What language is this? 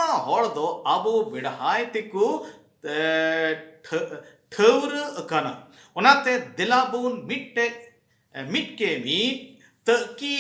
Santali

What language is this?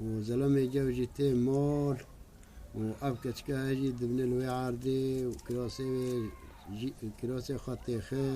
Kurdish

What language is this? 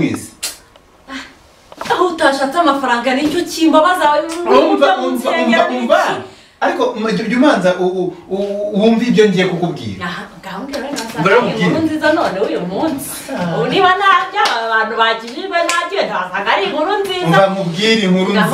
Kinyarwanda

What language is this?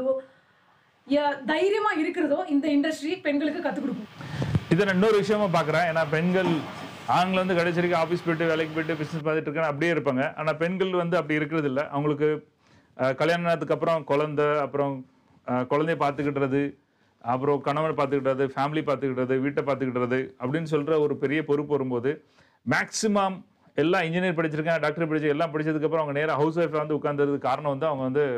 Tamil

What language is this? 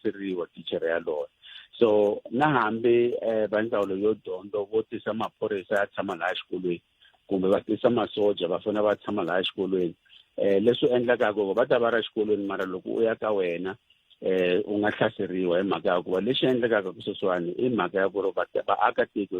Tsonga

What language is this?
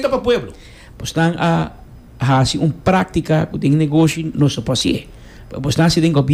Papiamento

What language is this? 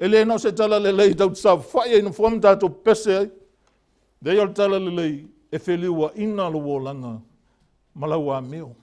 Samoan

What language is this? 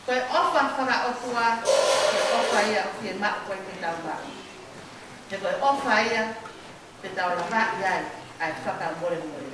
Tongan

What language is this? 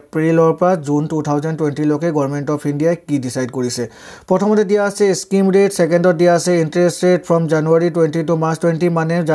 Assamese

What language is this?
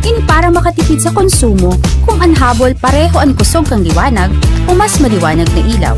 Bikol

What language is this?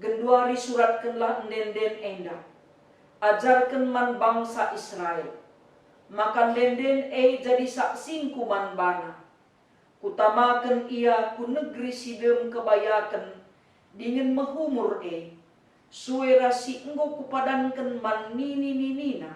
Batak Karo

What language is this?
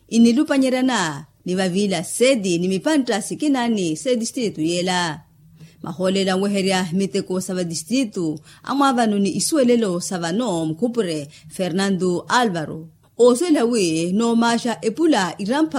Makhuwa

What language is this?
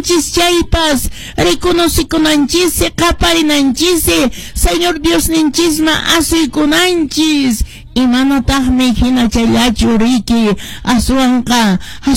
Quechua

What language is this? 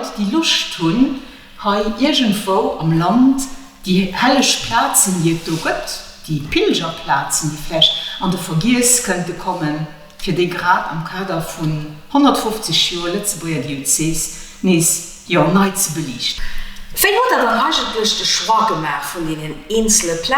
Luxembourgish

